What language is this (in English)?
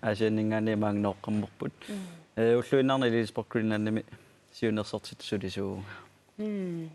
Kalaallisut